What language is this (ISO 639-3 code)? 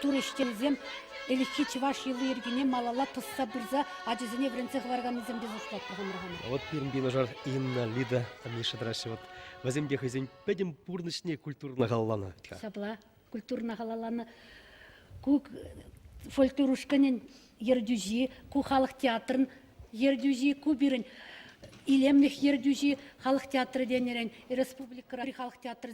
chv